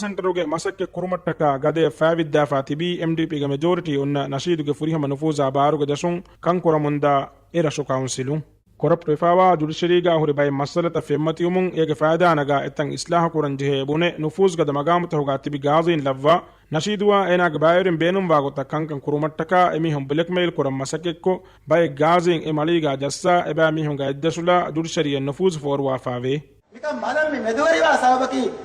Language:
Divehi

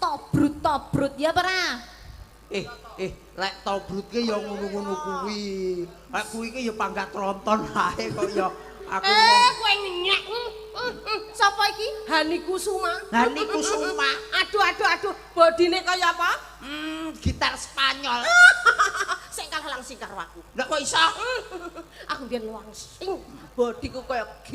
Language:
Javanese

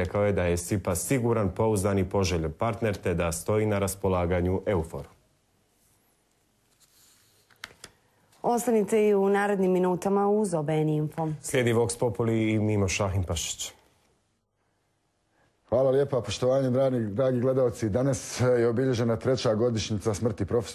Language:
Bosnian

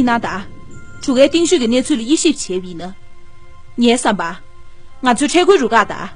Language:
Tibetan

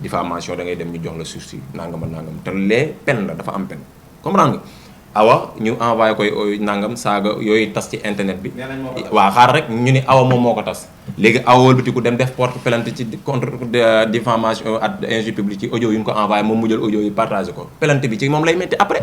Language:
Wolof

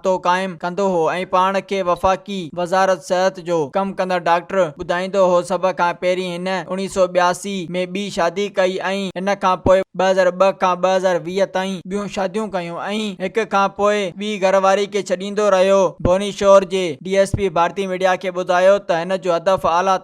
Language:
Sindhi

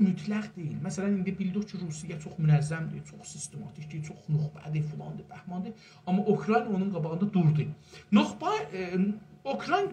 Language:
South Azerbaijani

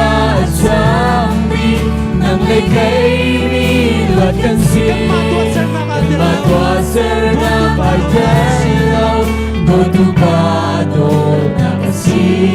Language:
Hakha Chin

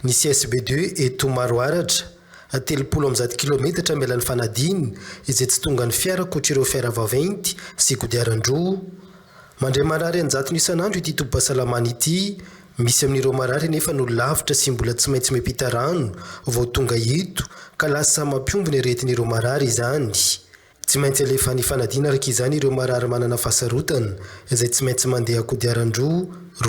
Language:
Malagasy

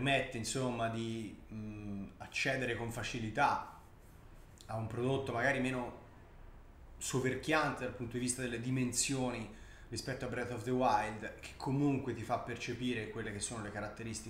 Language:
Italian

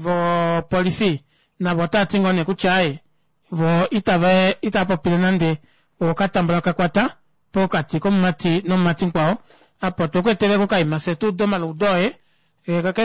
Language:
Kuanyama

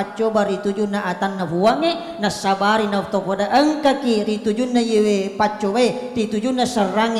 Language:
Buginese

